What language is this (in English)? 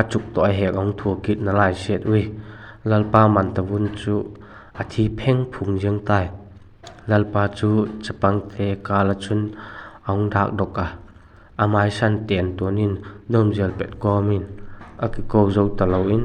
Vaiphei